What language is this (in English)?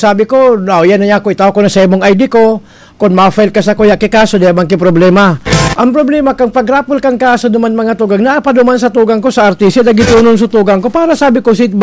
Bikol